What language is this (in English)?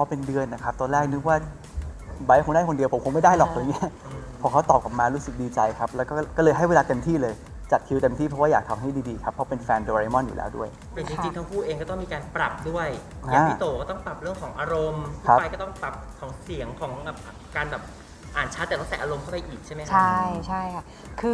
Thai